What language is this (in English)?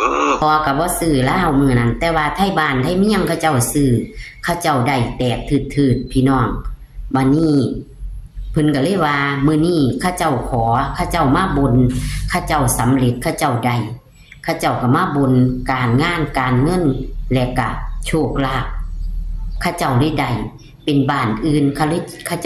Northeastern Thai